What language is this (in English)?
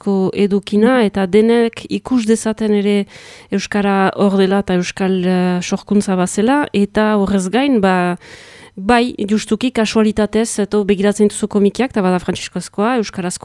Basque